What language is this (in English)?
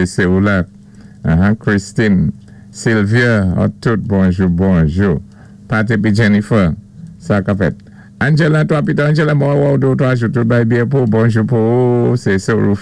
Saint Lucian Creole French